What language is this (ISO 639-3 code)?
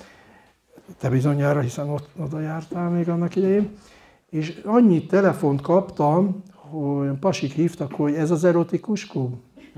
hun